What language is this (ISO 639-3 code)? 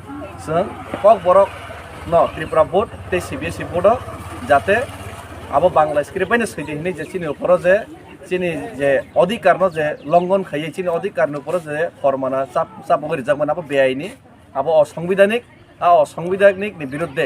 trp